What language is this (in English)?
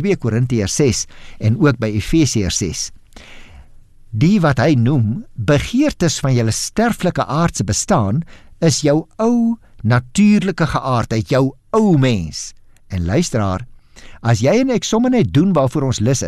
Afrikaans